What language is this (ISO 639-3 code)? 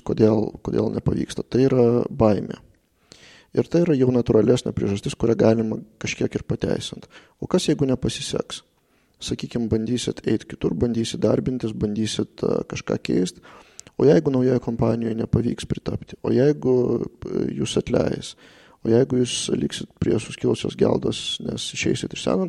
lit